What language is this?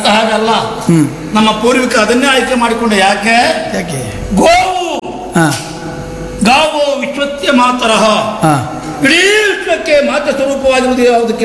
Kannada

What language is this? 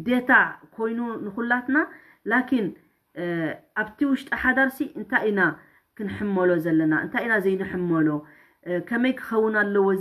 Tigrinya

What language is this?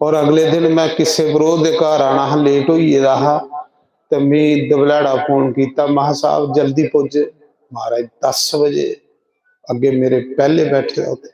Dogri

